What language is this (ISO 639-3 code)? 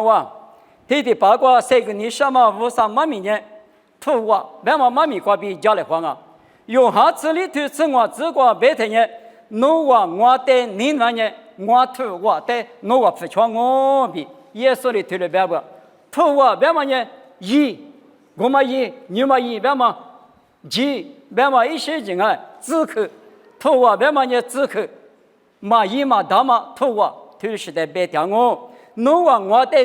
lis